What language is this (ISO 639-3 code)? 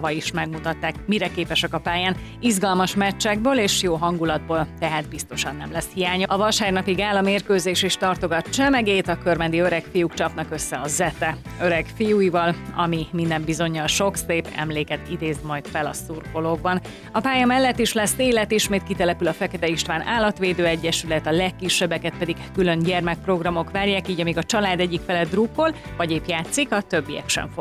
hun